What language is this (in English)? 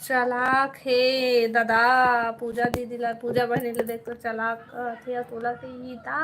Chhattisgarhi